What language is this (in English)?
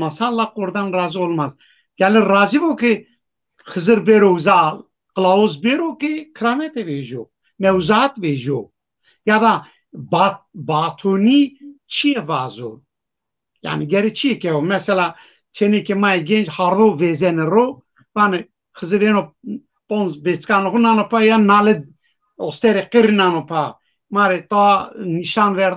Zaza